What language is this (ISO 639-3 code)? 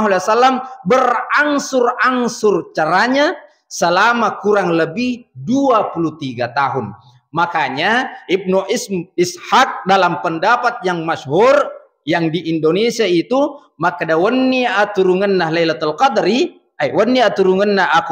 bug